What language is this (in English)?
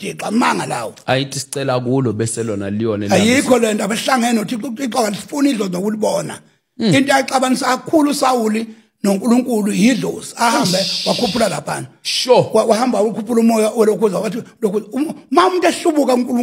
Zulu